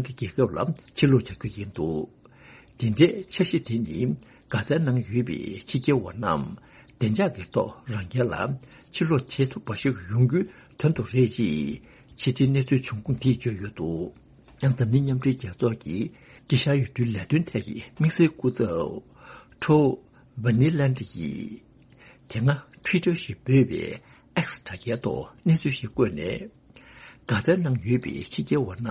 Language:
Tibetan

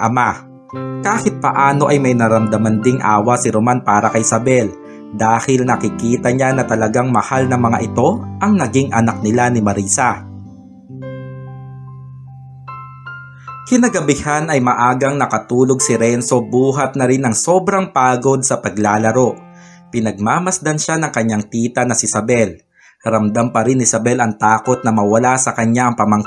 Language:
Filipino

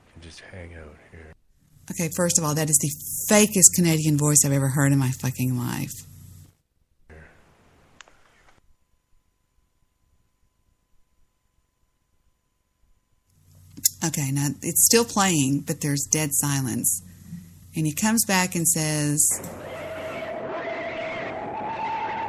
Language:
English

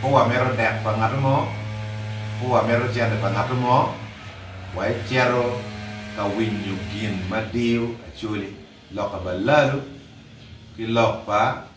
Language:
Acoli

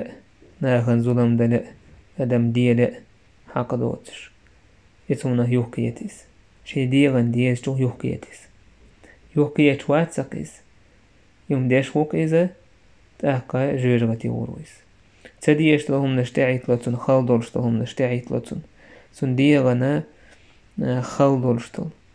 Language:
Chechen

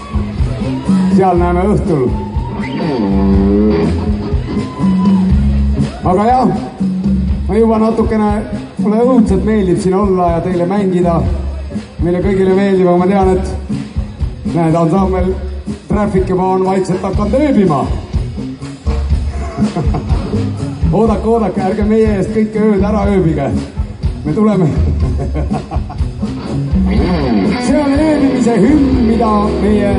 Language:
Estonian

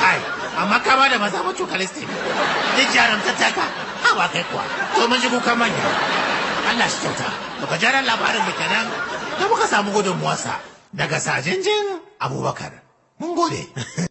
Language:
Hausa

